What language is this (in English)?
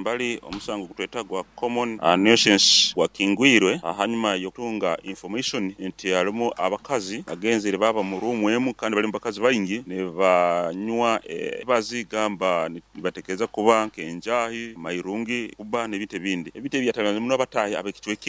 Nyoro